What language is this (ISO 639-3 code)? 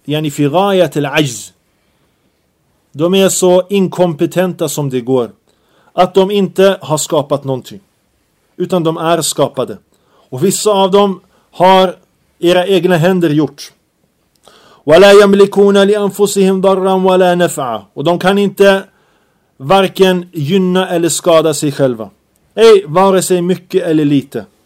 swe